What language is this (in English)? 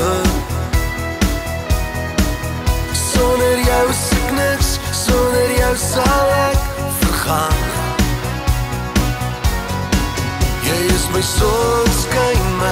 Afrikaans